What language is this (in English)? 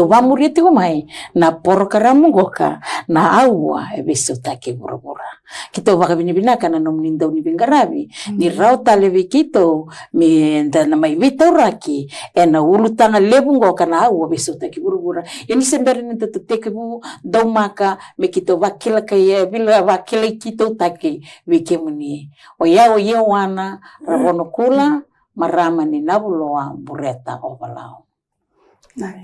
Fijian